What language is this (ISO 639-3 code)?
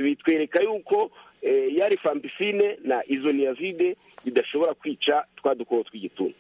kin